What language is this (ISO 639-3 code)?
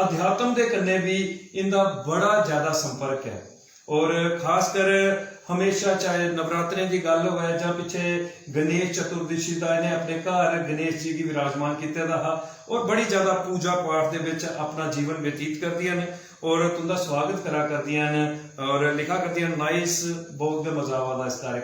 doi